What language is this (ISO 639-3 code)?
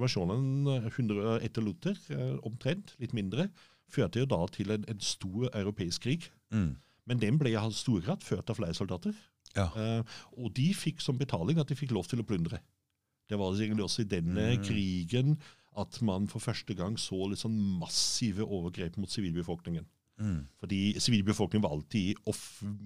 nor